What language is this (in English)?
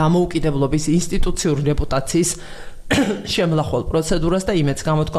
Georgian